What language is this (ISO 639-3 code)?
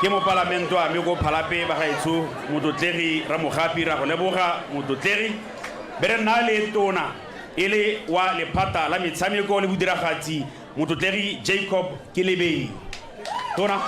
tsn